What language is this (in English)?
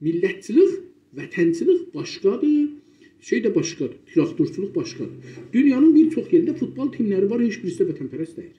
South Azerbaijani